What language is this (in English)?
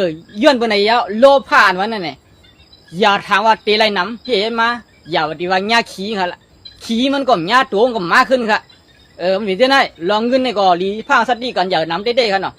Shan